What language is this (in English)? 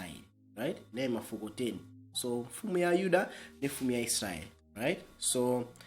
Nyanja